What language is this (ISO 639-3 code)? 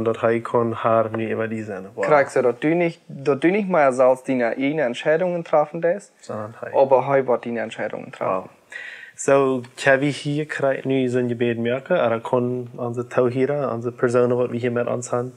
pdt